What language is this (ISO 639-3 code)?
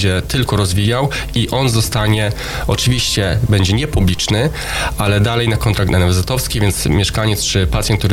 pol